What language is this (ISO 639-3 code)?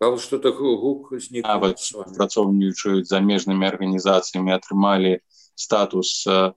bel